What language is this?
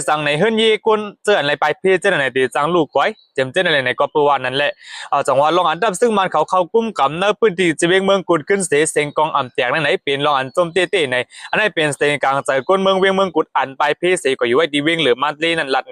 Shan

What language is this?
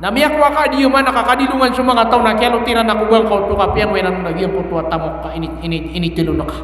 Maranao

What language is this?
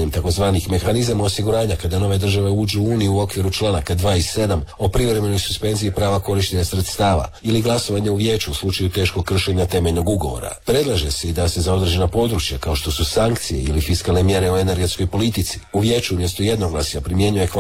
Croatian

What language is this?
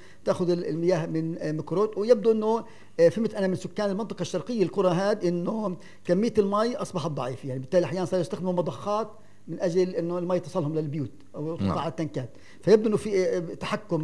North Levantine Arabic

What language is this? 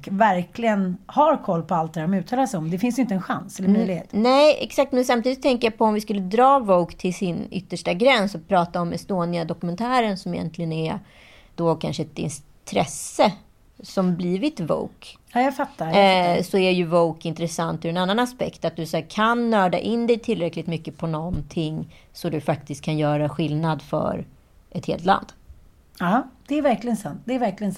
Swedish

